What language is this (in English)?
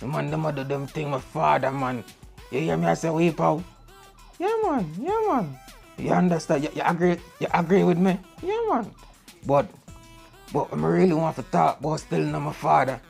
Jamaican Creole English